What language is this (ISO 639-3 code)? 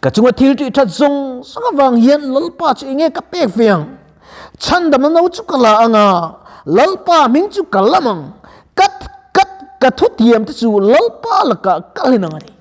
lus